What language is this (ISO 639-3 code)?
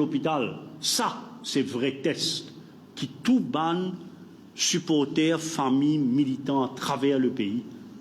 mfe